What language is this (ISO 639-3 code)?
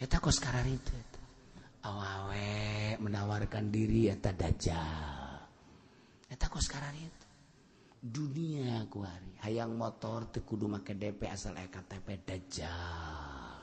sun